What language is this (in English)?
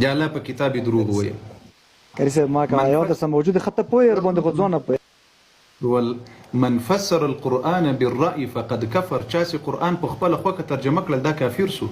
Pashto